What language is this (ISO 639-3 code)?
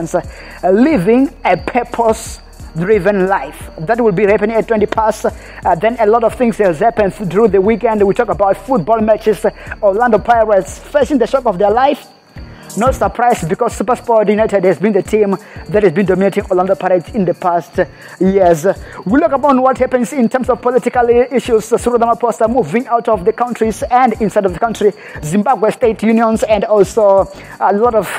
eng